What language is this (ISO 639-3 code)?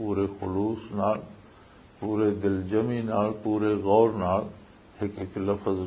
lah